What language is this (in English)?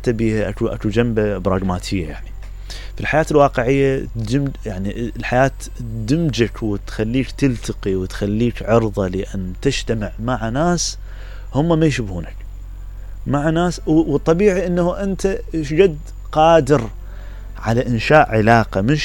Mesopotamian Arabic